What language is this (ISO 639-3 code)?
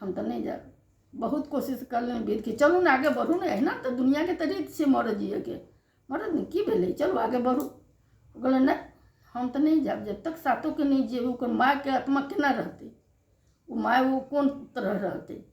mai